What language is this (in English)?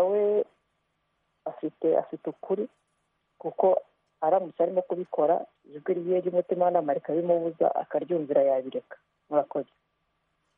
Kinyarwanda